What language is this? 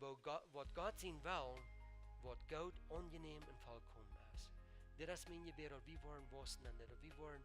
Plautdietsch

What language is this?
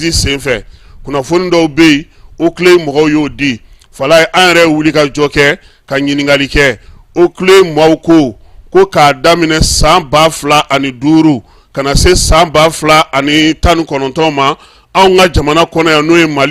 Bambara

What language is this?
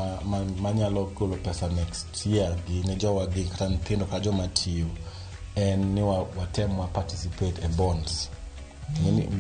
Luo (Kenya and Tanzania)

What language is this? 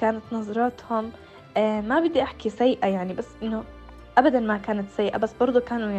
North Levantine Arabic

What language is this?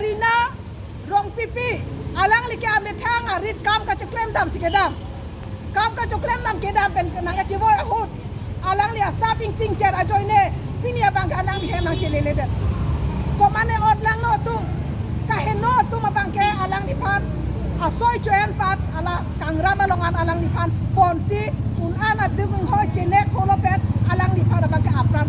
Karbi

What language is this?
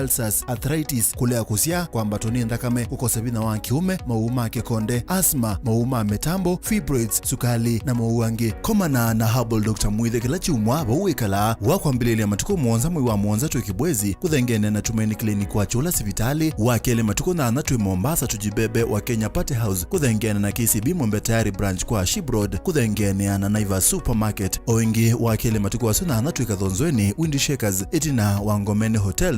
Kamba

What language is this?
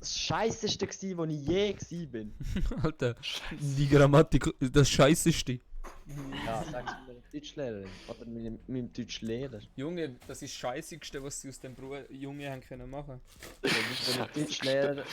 Swiss German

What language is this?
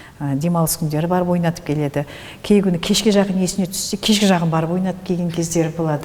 Kazakh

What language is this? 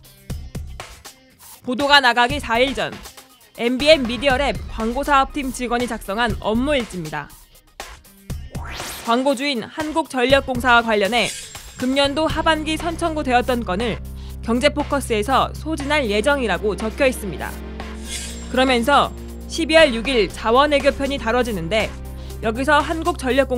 Korean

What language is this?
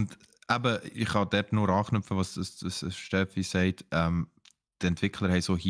Swiss German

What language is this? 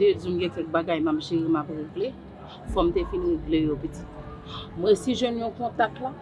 Haitian Creole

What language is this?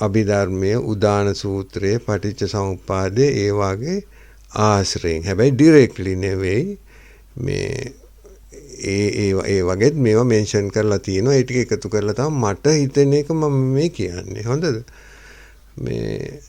Sinhala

